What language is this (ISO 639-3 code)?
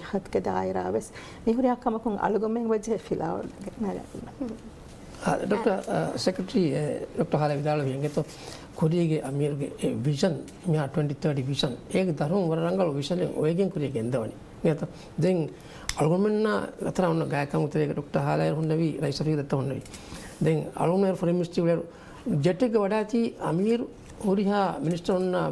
div